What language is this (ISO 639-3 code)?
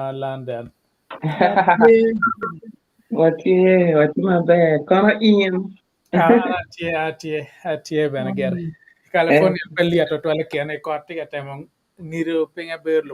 ach